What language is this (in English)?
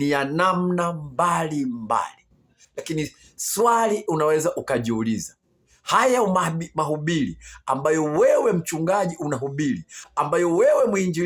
Swahili